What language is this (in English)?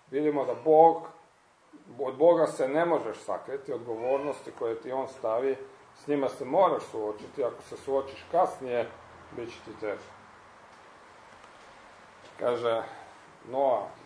Croatian